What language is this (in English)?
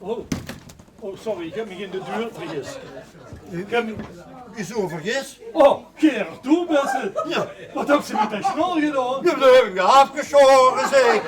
Limburgish